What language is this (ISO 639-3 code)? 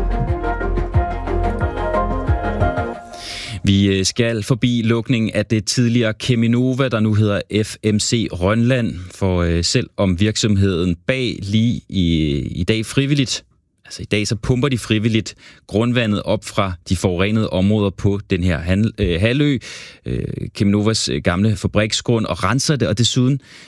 dan